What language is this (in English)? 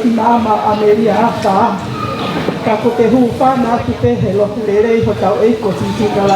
Tongan